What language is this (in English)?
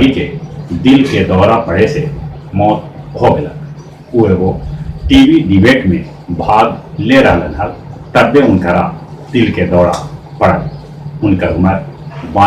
Magahi